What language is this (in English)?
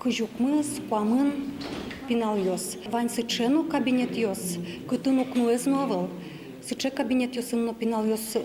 Udmurt